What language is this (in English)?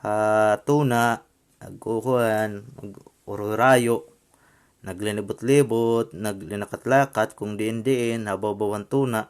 Waray